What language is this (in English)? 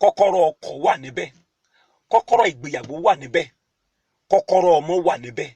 Yoruba